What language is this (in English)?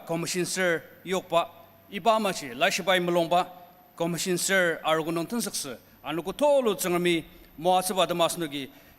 Ao Naga